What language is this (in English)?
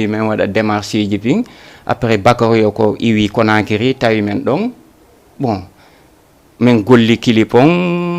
Fula